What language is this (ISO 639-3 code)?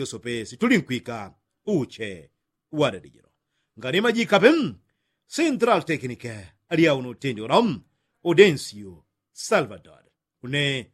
yao